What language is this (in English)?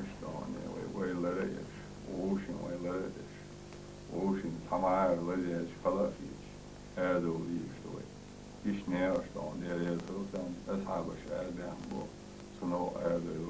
Chechen